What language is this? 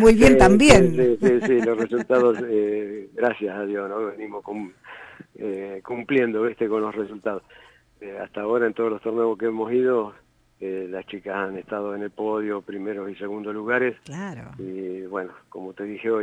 Spanish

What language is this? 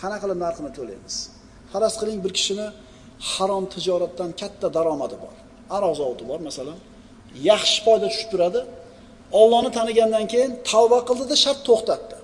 Uzbek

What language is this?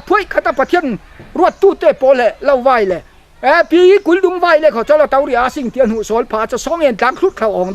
Falam Chin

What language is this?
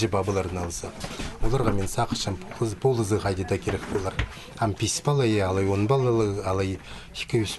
Khakas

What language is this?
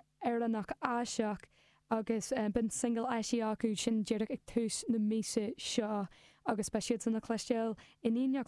Irish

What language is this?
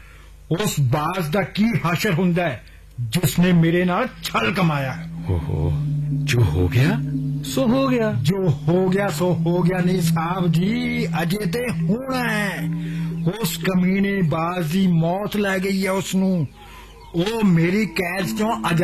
Punjabi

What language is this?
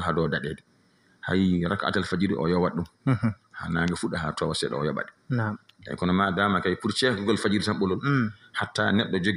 Fula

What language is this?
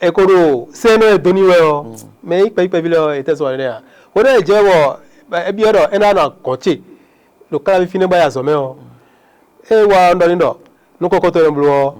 Fon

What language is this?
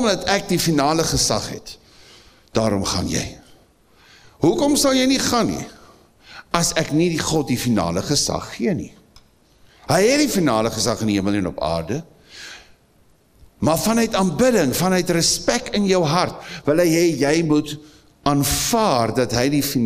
Afrikaans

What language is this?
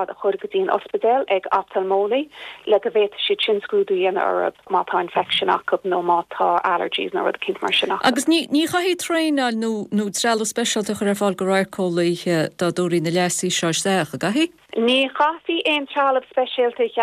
Irish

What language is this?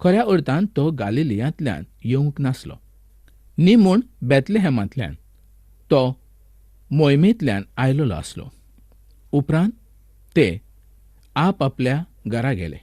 Konkani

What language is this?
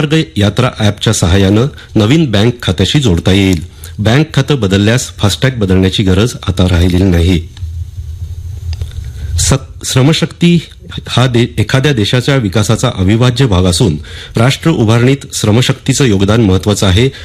Marathi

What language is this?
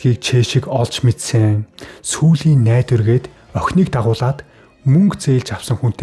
Mongolian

